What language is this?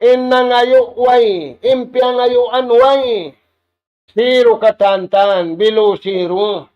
Tausug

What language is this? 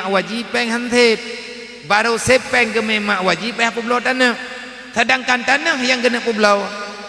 Achinese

